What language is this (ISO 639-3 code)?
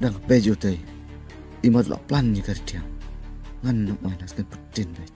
kha